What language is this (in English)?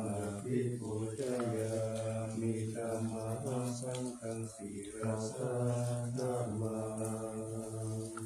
Pali